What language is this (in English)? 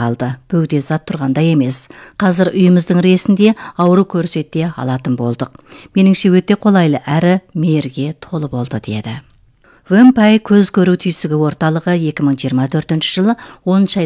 Kazakh